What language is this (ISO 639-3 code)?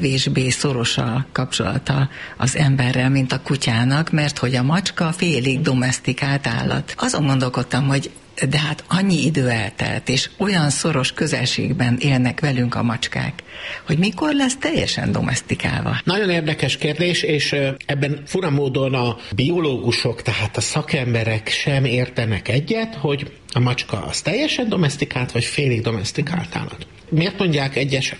hun